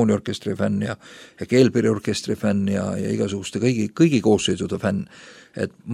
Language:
Estonian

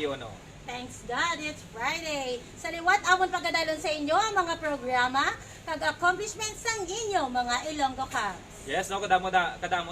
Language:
Hiligaynon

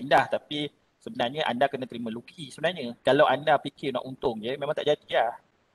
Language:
Malay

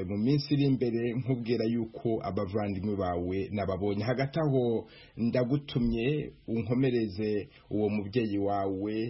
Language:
Kinyarwanda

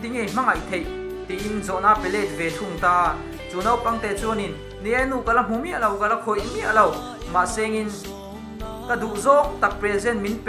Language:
Mizo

